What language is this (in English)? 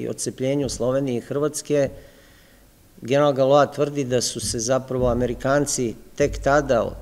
Serbian